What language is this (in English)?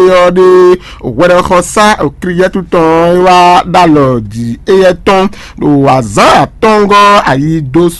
Fon